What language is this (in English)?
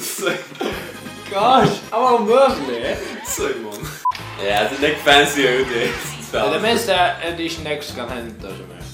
Faroese